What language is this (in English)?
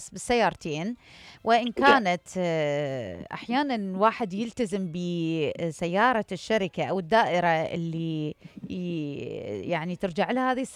Mesopotamian Arabic